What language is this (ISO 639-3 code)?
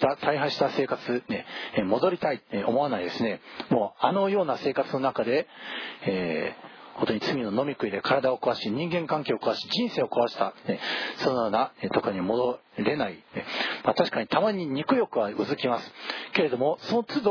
jpn